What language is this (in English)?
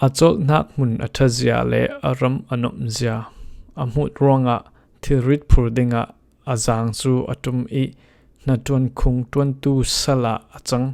Falam Chin